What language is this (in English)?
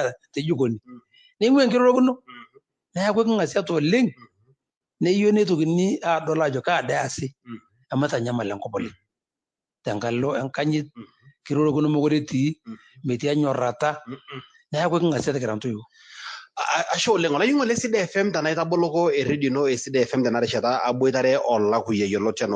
Masai